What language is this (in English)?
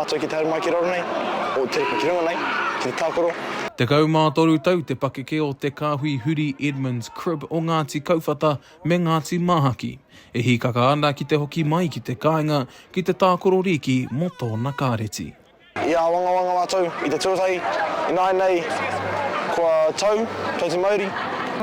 Māori